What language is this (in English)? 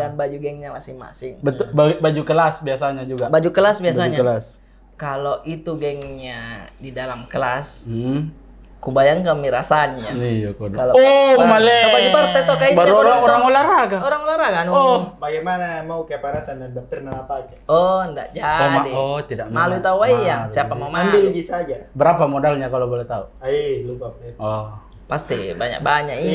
Makassar Malay